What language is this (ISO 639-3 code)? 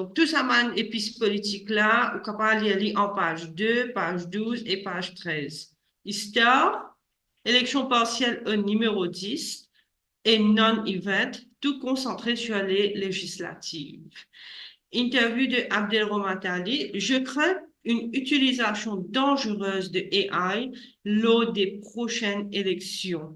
mfe